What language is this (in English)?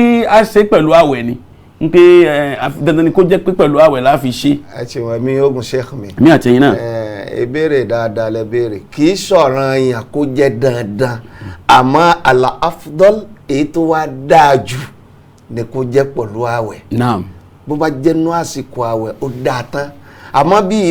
Yoruba